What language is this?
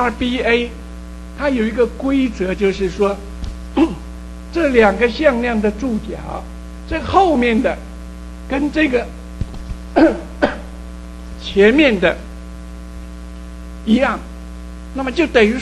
Chinese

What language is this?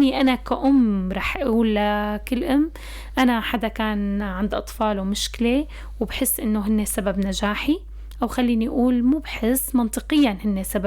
North Levantine Arabic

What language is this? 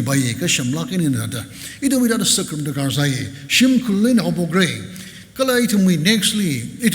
Tangkhul Naga (India)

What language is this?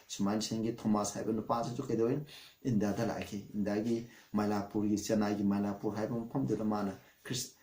Manipuri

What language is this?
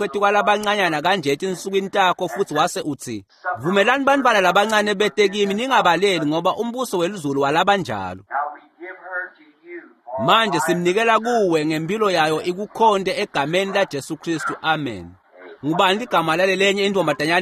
Swati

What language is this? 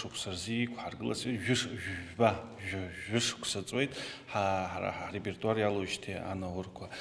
Abkhazian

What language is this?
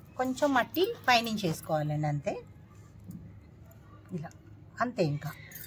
Telugu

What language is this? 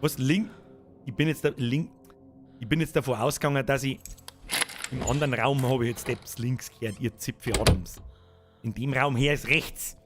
Bavarian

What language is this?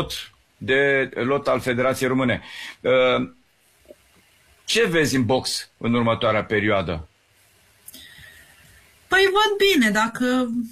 Romanian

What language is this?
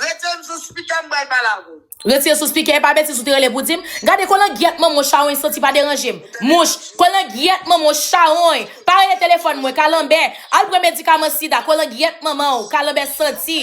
Haitian Creole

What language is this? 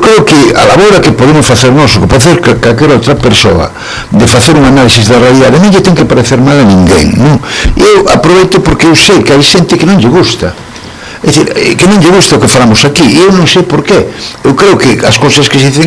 Galician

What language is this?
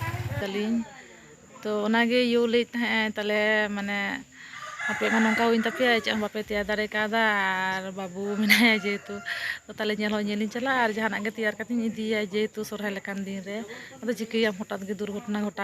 Santali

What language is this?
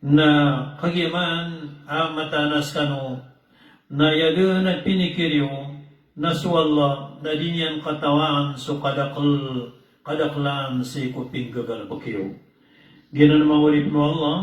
Maranao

